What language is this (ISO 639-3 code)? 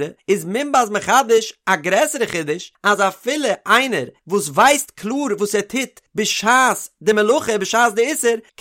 yid